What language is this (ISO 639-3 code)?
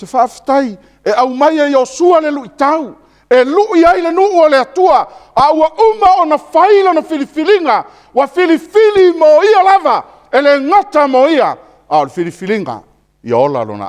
smo